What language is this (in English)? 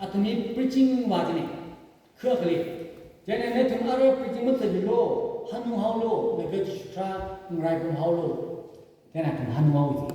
Tangkhul Naga (India)